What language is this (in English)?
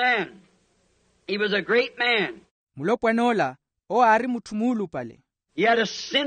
Makhuwa